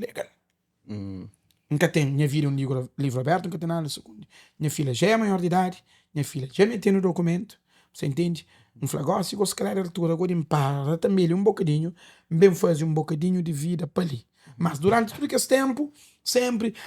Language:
Kabuverdianu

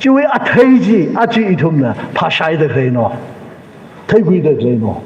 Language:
Tangkhul Naga (India)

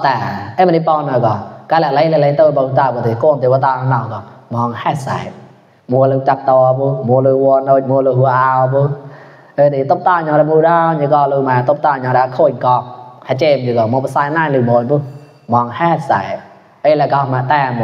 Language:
Mon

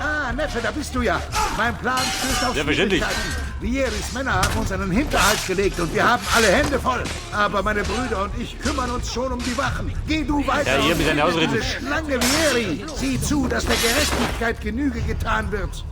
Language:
Bavarian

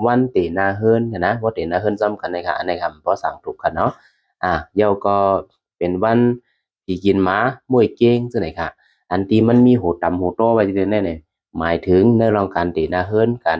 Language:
Shan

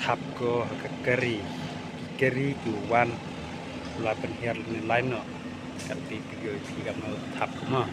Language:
Khasi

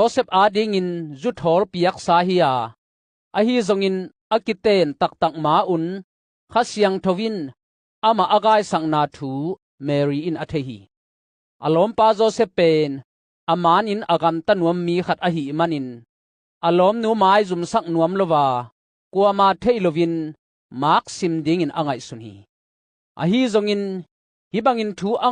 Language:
Tedim Chin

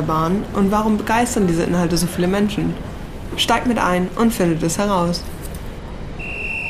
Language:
German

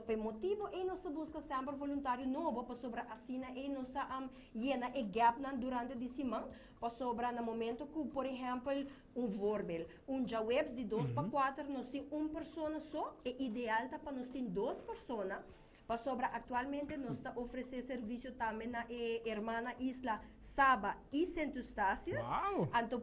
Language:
Papiamento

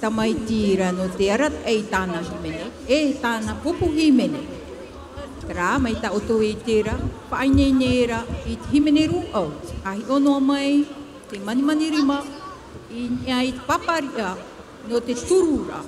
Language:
Tahitian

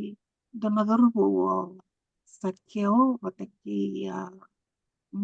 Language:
Fijian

